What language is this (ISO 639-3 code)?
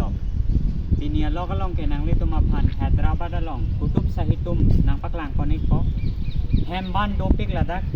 mjw